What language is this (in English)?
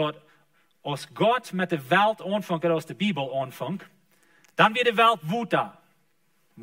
Plautdietsch